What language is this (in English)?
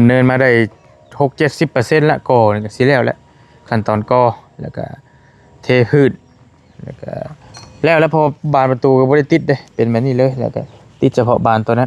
Northeastern Thai